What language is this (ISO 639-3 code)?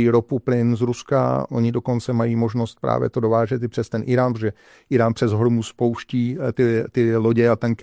ces